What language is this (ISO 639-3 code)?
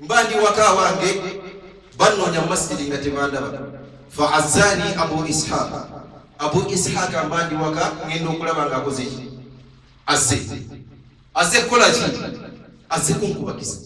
lug